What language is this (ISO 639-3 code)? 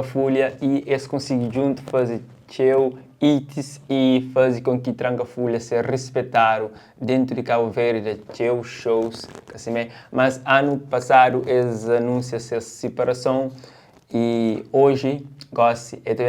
kea